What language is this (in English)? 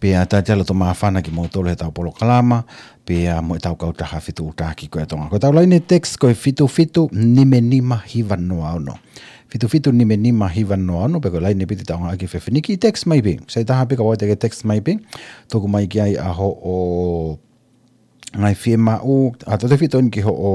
Tongan